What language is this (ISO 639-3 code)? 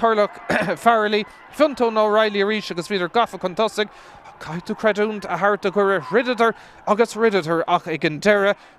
gle